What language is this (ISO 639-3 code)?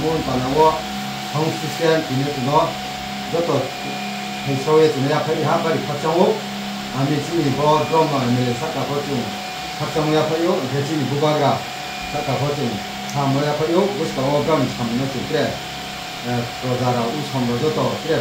trp